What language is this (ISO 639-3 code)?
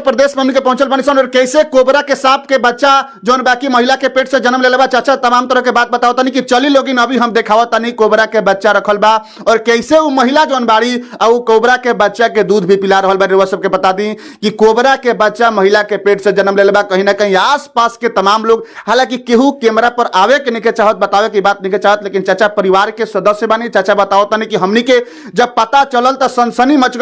bho